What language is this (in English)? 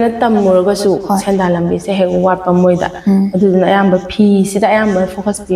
Manipuri